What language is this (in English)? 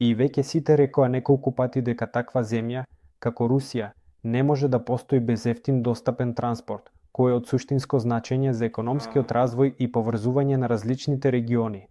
Macedonian